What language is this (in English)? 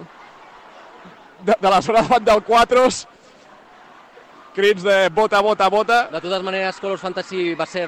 Catalan